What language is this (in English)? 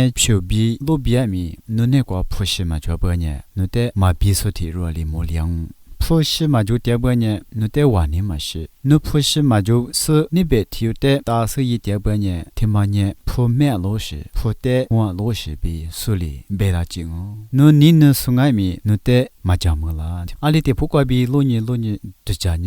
Lisu